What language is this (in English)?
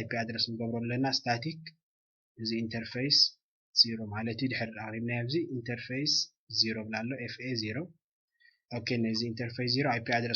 Tigrinya